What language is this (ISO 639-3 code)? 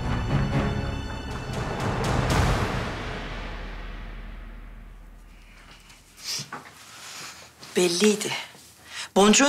tur